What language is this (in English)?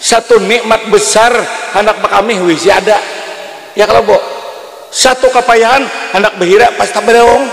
Banjar